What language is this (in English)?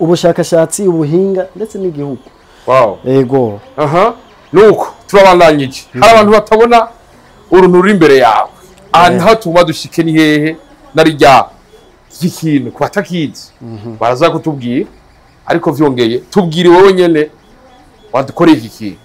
Rundi